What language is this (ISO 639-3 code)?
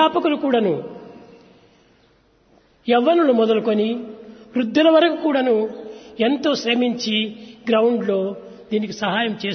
tel